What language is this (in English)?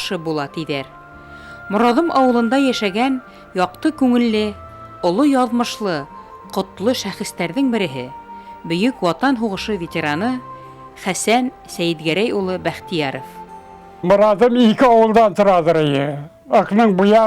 Bashkir